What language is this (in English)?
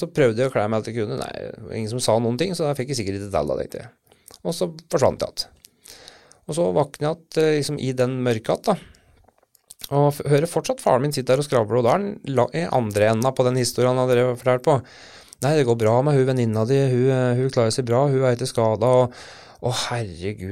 Norwegian